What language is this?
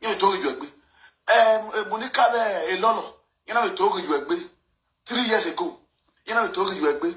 Nigerian Pidgin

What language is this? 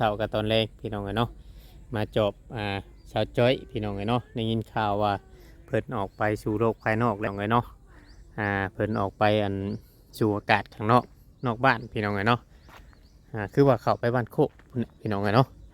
Northeastern Thai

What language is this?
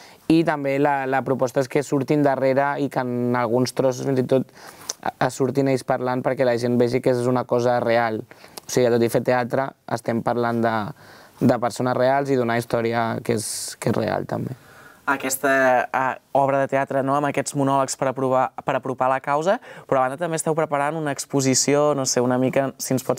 Catalan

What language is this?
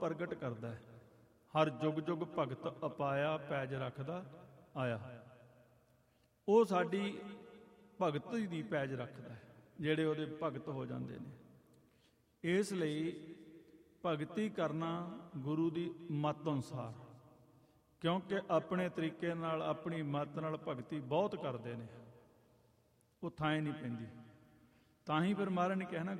Punjabi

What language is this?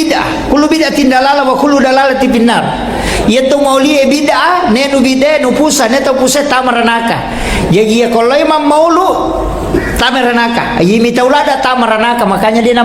Buginese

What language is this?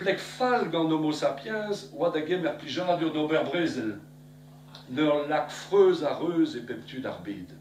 Breton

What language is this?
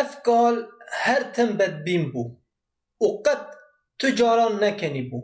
Kurdish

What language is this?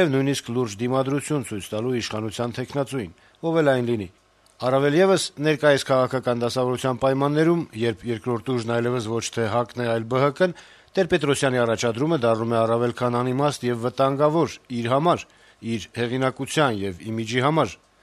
Armenian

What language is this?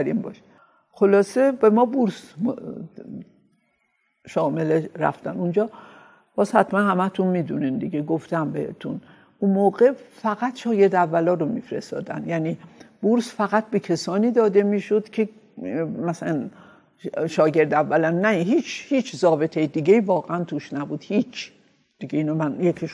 Persian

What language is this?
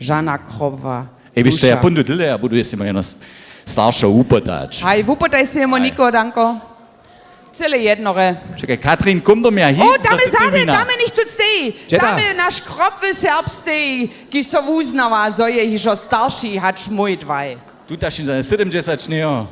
Upper Sorbian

